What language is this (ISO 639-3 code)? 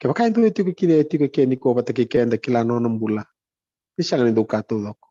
fij